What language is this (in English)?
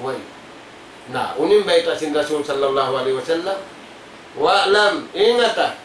Tausug